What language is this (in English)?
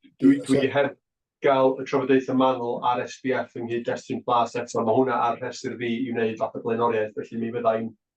Welsh